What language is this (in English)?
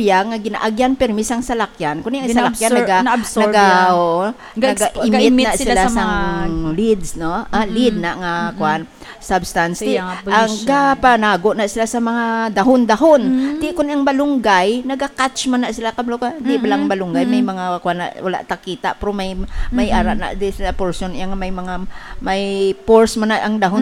Hiligaynon